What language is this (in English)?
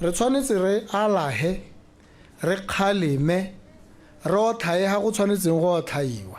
Tswana